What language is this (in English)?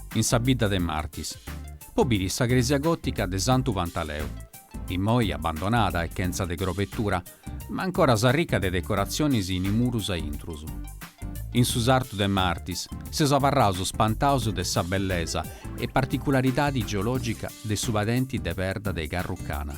Sardinian